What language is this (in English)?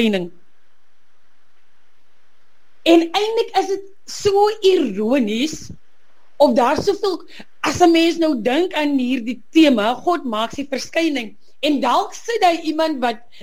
Afrikaans